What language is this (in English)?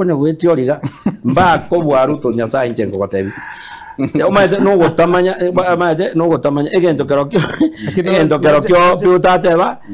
Gusii